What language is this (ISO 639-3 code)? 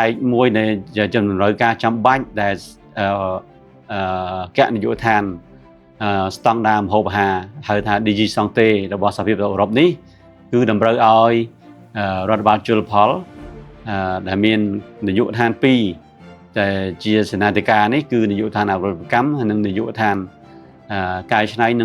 khm